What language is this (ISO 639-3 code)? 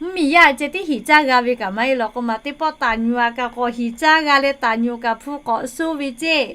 lhu